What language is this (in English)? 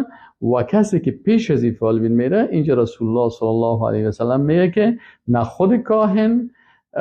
Persian